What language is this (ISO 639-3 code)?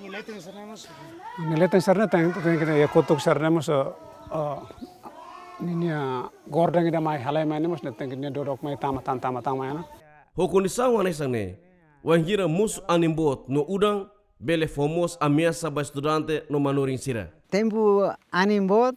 tet